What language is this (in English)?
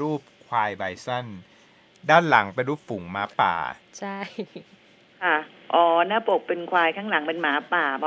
Thai